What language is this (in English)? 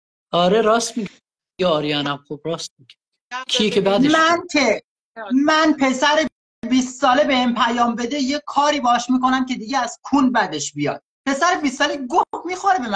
Persian